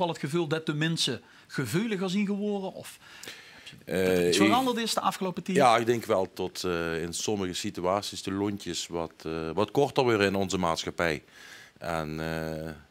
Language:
Limburgish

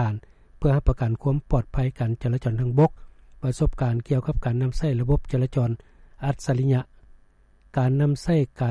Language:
Lao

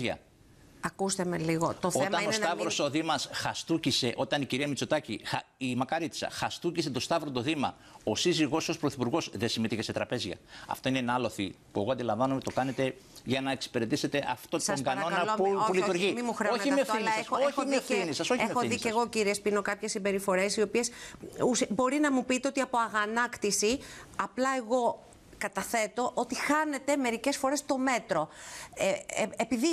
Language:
Greek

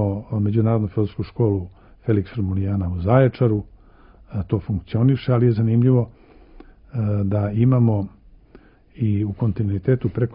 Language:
Serbian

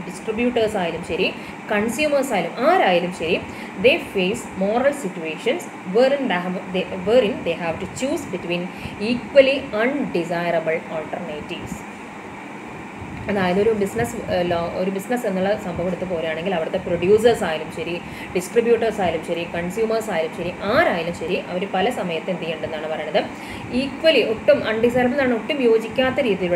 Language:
Malayalam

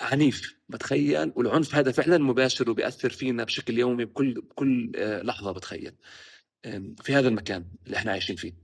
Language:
North Levantine Arabic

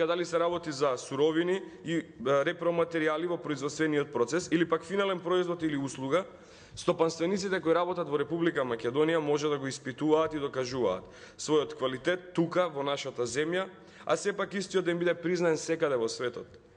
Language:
Macedonian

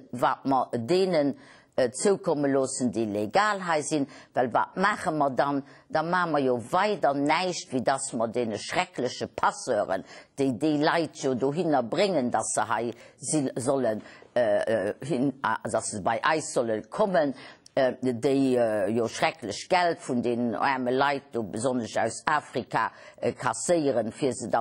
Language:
Luxembourgish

